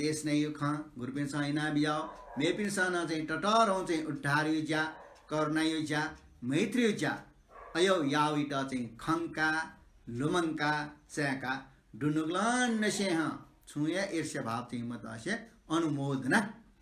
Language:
Newari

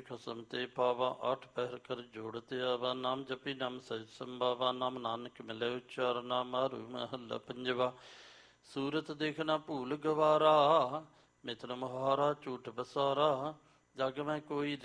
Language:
Punjabi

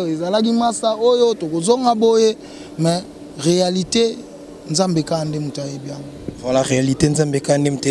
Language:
Lingala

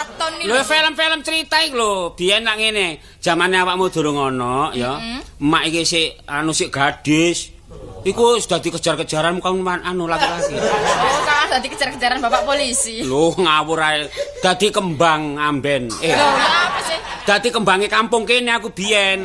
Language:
Javanese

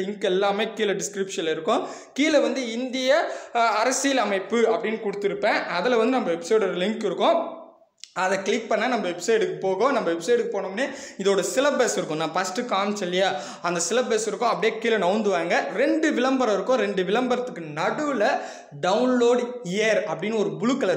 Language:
Tamil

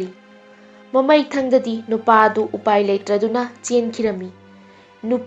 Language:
Manipuri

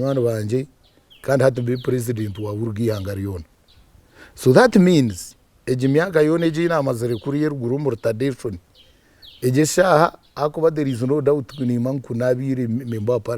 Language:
Nyankole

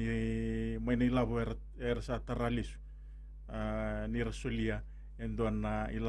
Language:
Fijian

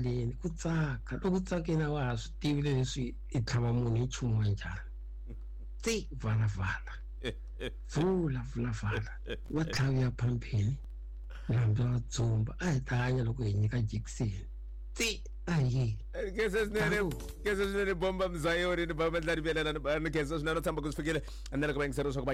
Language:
Tsonga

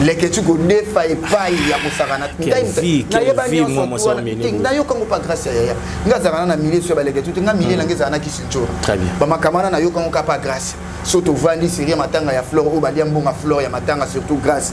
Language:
Lingala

